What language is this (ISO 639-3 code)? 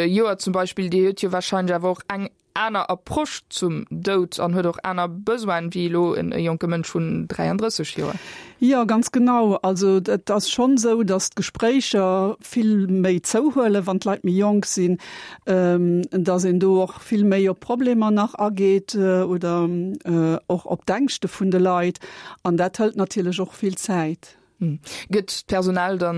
ltz